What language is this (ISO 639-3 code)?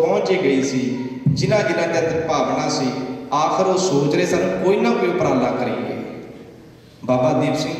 pan